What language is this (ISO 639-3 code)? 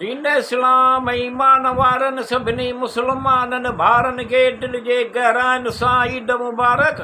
snd